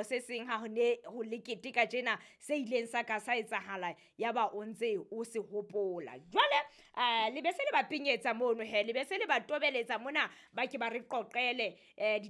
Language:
Southern Sotho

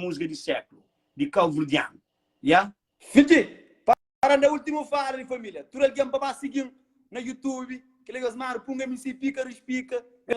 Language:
Kabuverdianu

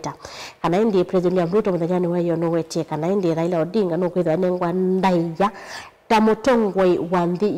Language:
Kamba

